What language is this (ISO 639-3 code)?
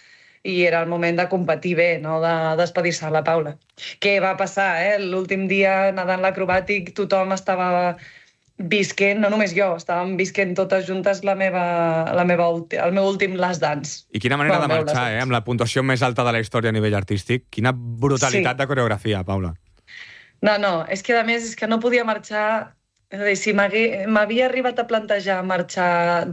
cat